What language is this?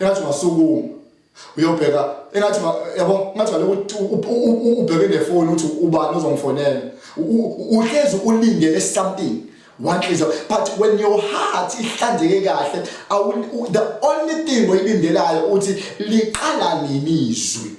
Zulu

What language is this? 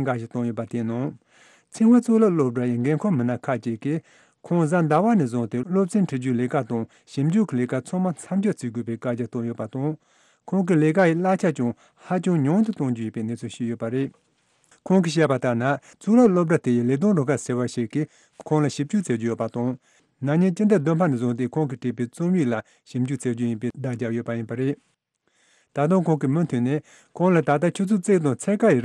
Tibetan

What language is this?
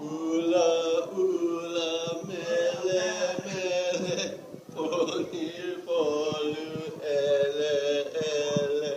Hawaiian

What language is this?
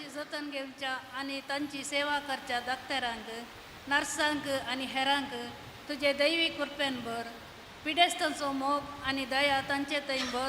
Konkani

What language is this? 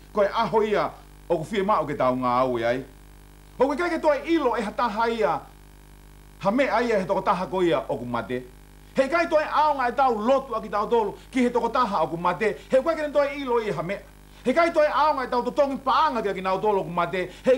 Tongan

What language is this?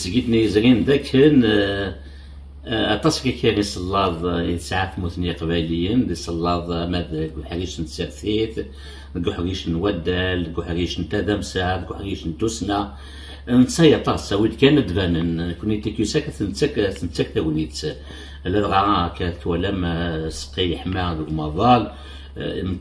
Kabyle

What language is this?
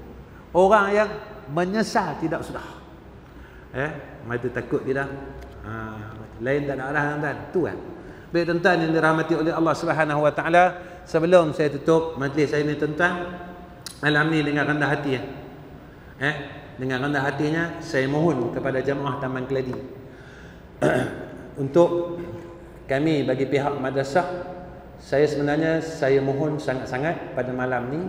Malay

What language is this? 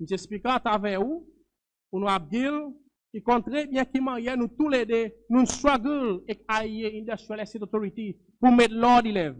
Seselwa Creole French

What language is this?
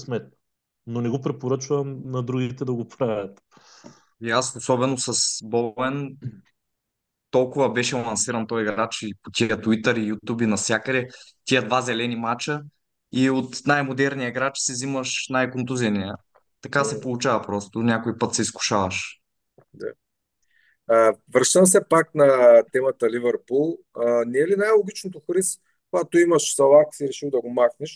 Bulgarian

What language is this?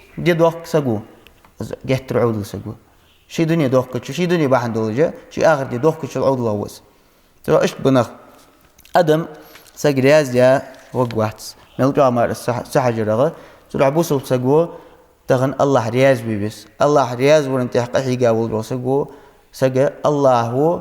Ingush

